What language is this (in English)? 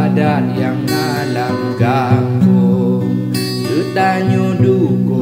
Achinese